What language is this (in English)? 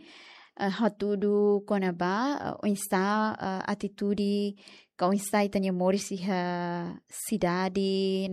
Tetum